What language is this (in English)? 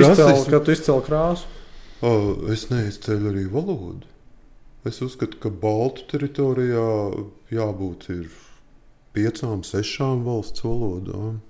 Latvian